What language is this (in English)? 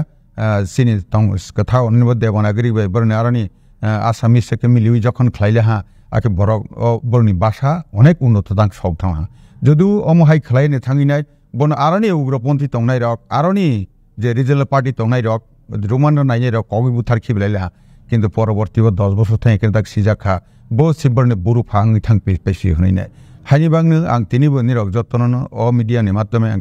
Kok Borok